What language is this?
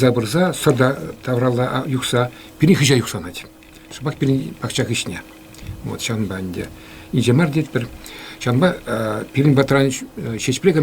Chuvash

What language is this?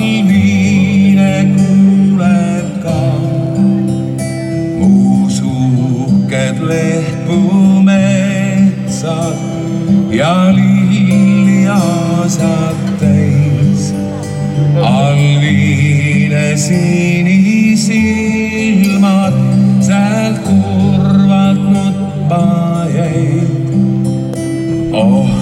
Estonian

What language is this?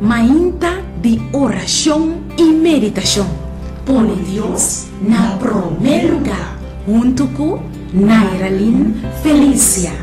Papiamento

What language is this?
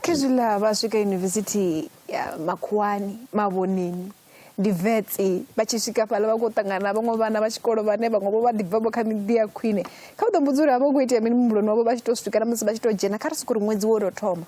Venda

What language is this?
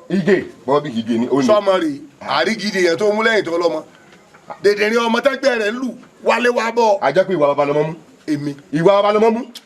Yoruba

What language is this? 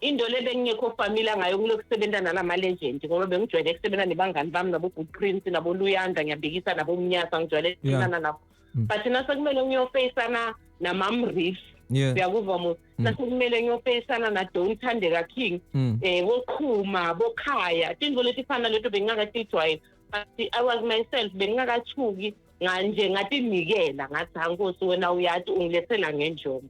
Zulu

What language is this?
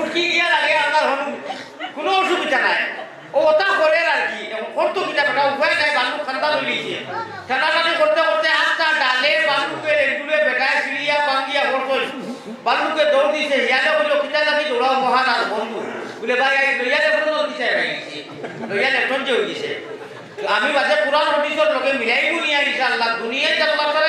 Sylheti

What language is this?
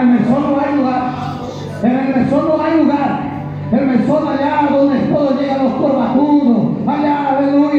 Spanish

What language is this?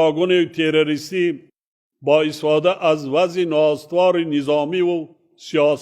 Tajik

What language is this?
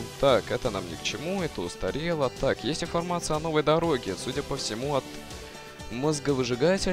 Russian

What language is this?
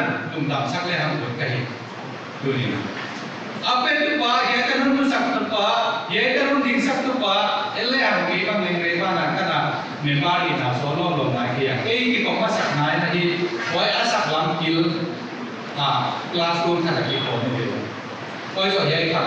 Paite Chin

